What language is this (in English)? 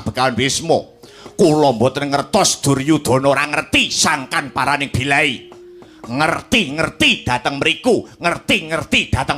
Javanese